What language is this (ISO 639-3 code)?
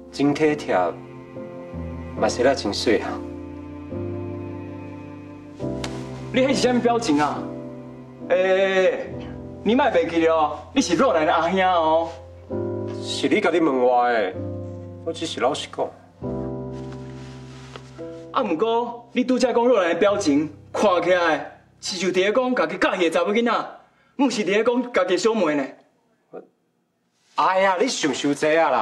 nan